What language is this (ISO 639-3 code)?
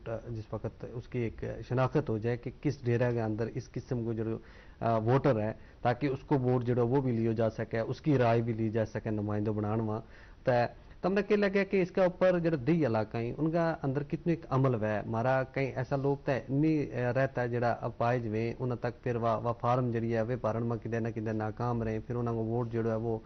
gju